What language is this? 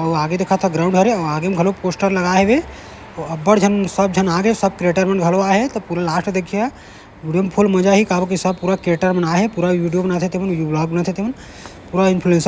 Chhattisgarhi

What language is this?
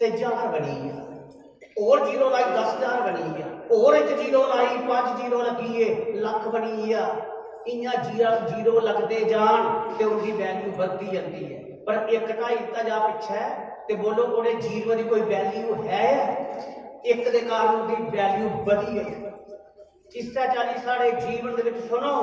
Dogri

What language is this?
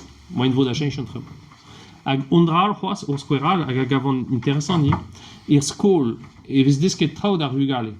Breton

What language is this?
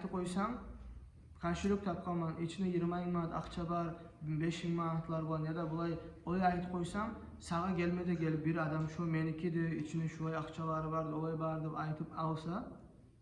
Kumyk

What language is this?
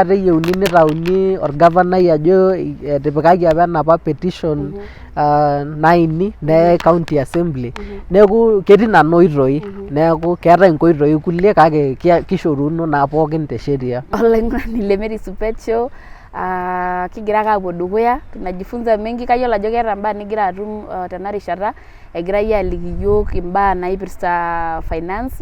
Masai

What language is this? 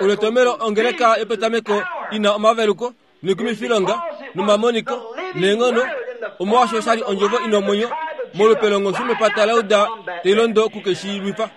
Kuanyama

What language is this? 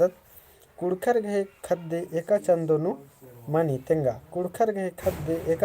Kurukh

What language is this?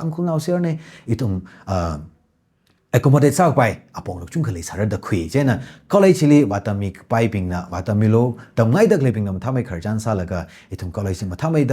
Tangkhul Naga (India)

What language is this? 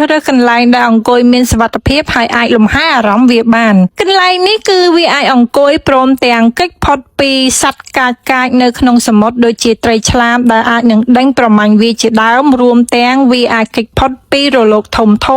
Khmer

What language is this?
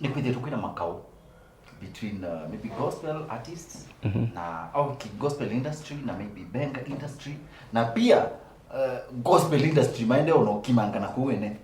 Kamba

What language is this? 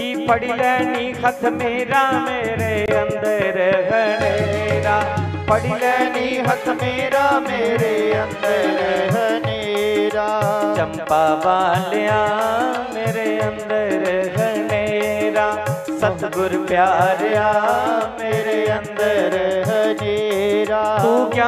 Dogri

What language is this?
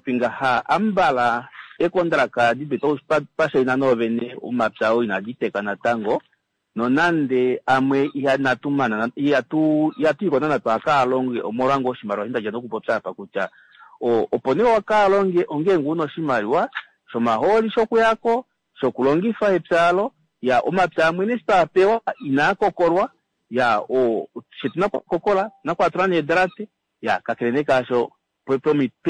Kuanyama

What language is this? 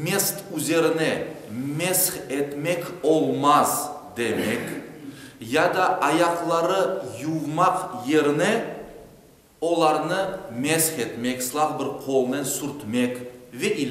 Crimean Tatar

